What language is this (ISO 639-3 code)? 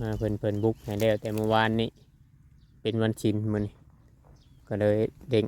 tts